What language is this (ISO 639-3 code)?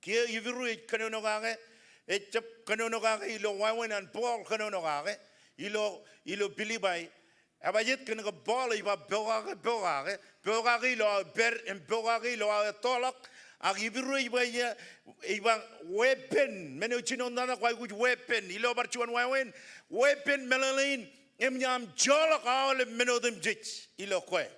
mah